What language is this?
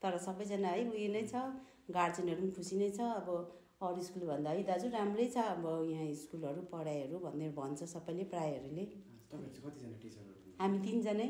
Nepali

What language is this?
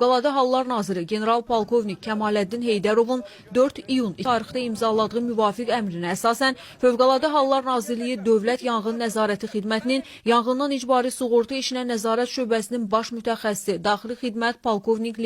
Azerbaijani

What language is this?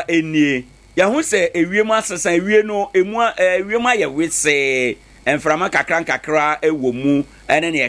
Akan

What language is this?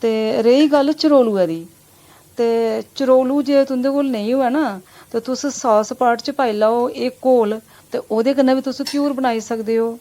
Dogri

